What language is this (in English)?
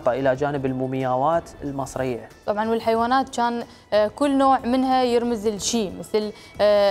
Mesopotamian Arabic